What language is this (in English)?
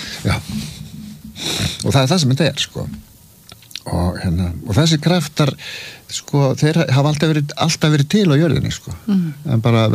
Icelandic